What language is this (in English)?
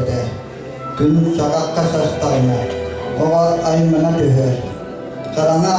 Yakut